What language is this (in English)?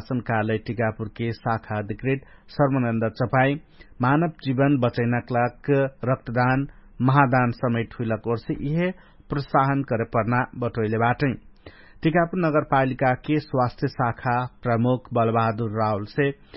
Dangaura Tharu